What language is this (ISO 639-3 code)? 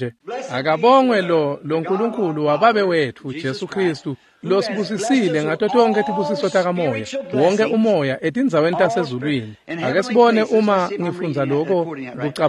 ssw